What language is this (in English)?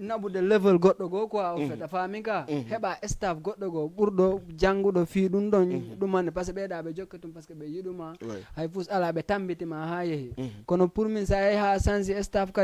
Fula